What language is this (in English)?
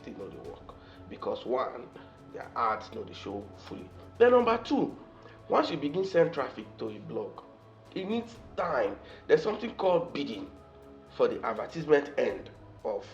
Nigerian Pidgin